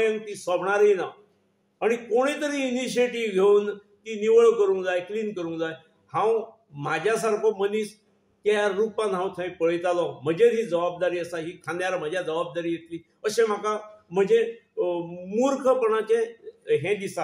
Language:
Konkani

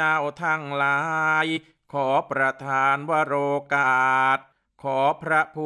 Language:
Thai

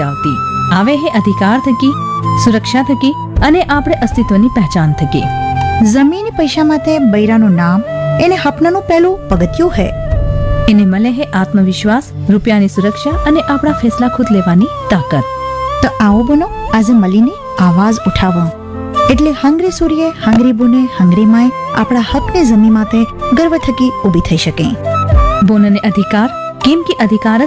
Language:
Gujarati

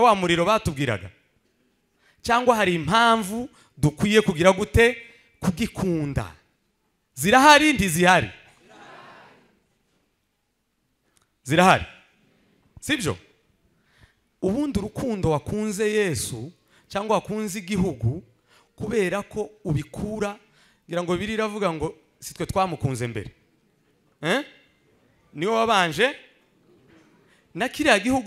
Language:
Kinyarwanda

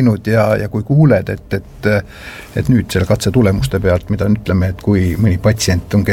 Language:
Estonian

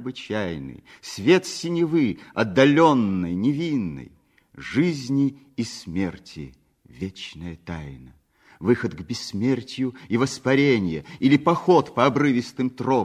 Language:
Russian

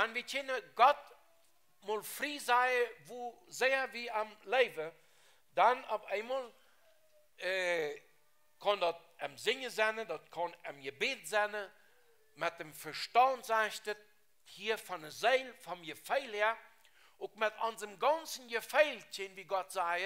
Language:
Plautdietsch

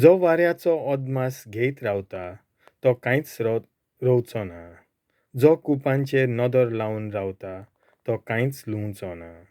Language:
Konkani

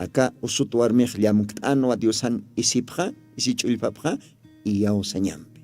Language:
Aymara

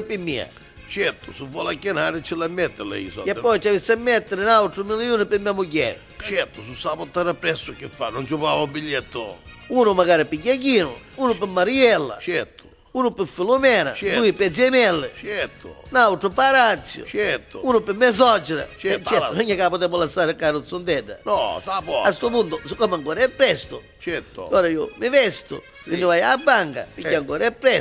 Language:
Neapolitan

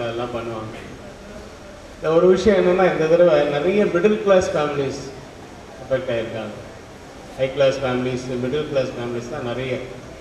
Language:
Tamil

